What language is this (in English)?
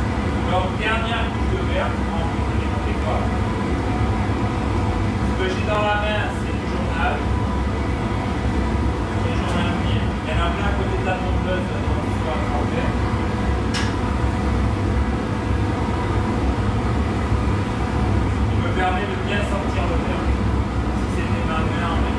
French